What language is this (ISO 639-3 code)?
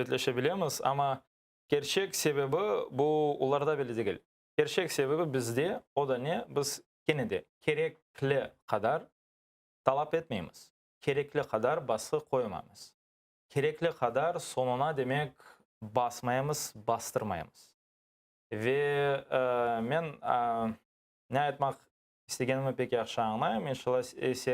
crh